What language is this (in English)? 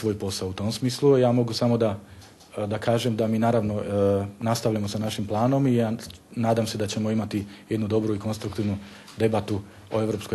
Bosnian